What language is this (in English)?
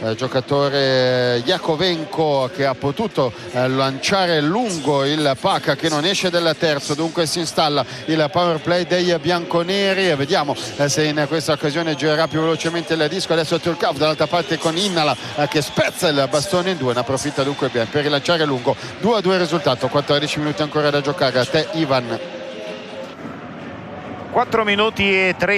Italian